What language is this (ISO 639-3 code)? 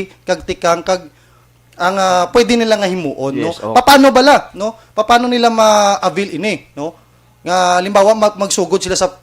hil